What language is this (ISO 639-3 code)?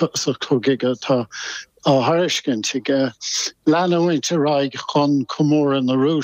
gle